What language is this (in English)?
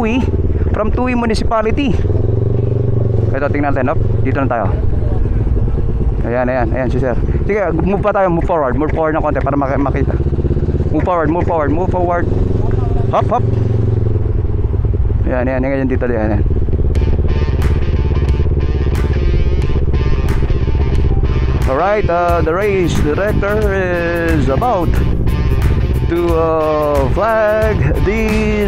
Filipino